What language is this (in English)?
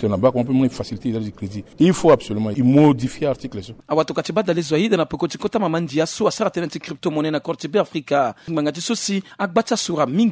Sango